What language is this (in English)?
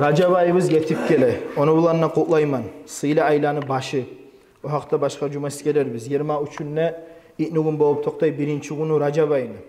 Kumyk